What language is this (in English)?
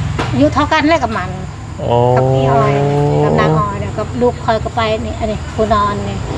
Northeastern Thai